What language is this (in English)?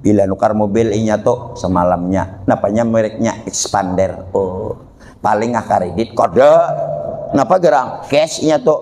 Banjar